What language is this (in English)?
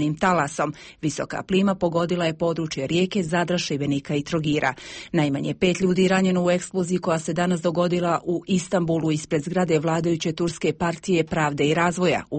Croatian